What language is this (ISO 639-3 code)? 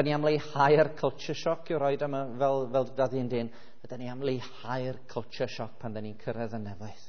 cym